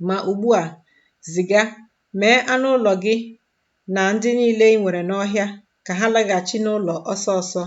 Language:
Igbo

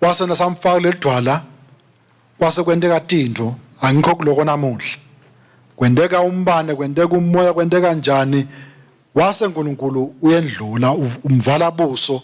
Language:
Swati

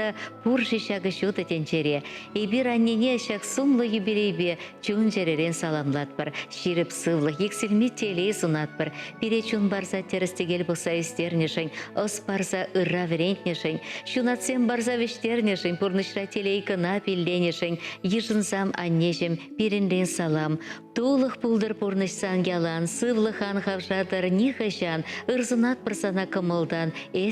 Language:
Chuvash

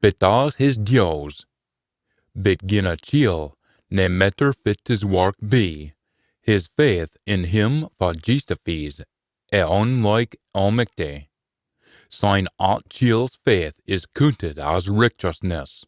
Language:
Scots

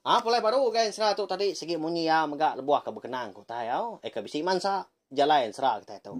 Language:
Iban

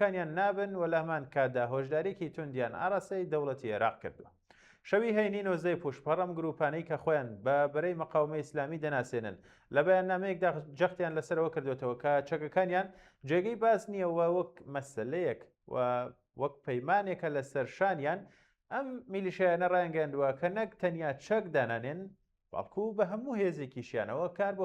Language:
Central Kurdish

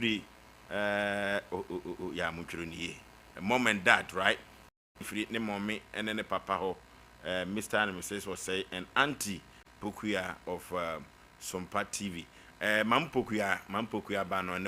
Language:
Akan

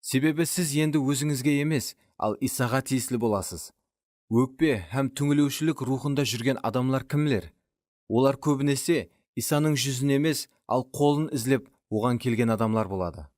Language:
Kara-Kalpak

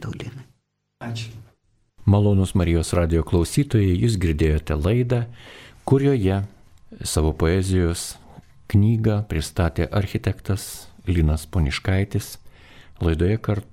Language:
Lithuanian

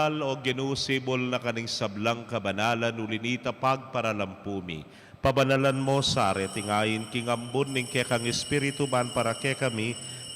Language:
Pampanga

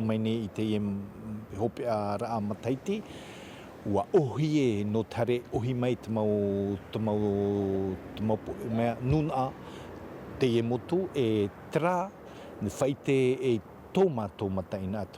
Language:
Tahitian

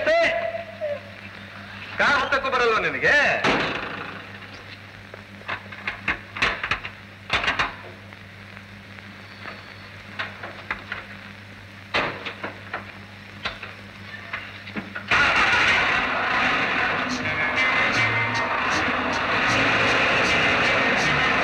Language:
Kannada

